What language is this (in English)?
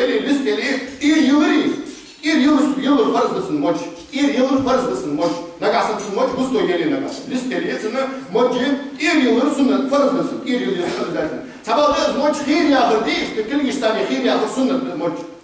Ingush